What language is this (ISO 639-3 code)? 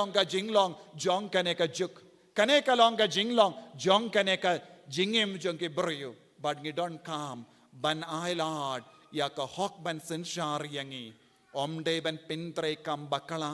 kha